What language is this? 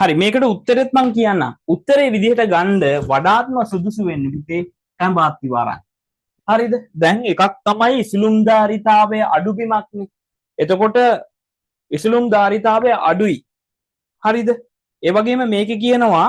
Sinhala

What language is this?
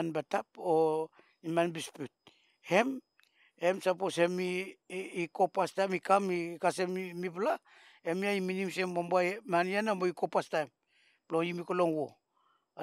Bislama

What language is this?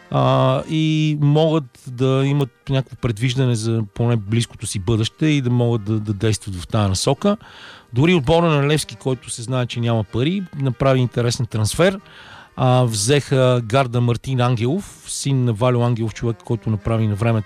Bulgarian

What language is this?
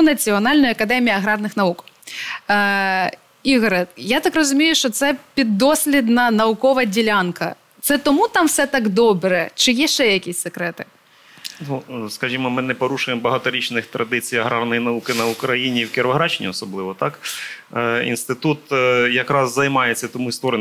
Ukrainian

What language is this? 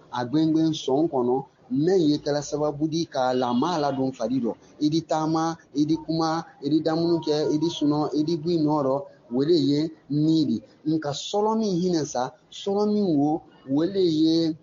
Bambara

